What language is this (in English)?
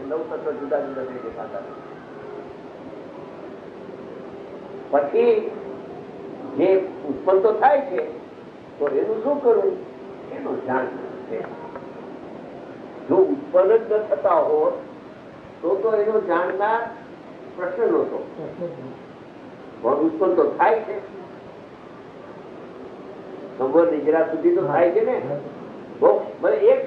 Gujarati